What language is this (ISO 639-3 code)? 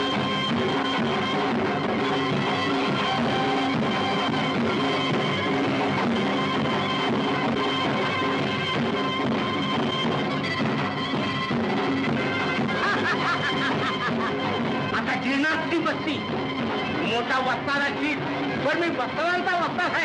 mar